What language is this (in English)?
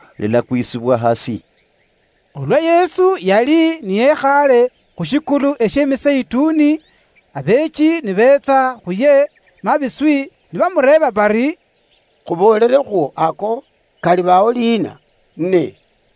Luyia